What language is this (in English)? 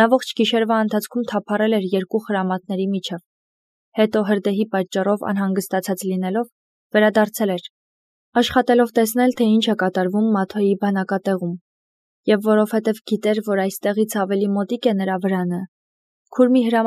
Armenian